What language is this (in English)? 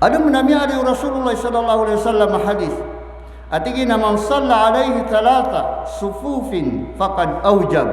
Maranao